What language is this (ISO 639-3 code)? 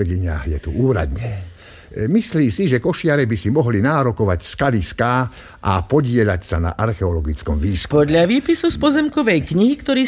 slk